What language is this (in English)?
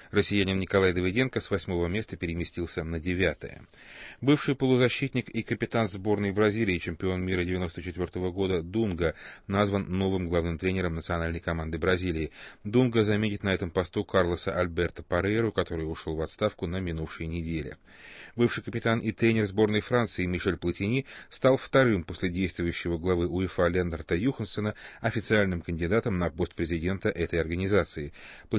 Russian